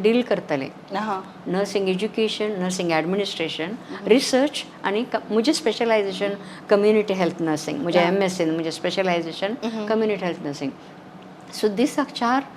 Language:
Konkani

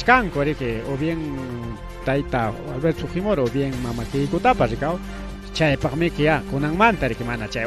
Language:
Ayacucho Quechua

